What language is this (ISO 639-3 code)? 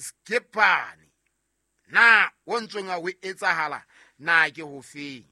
sot